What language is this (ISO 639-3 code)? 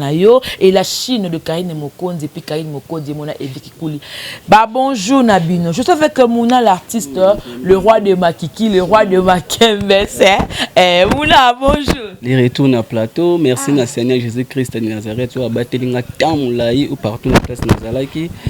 lin